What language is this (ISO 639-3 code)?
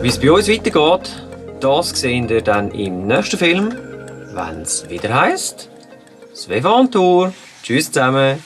gsw